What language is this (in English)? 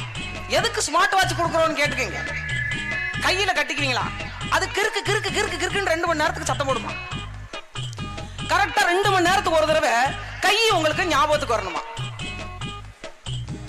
Tamil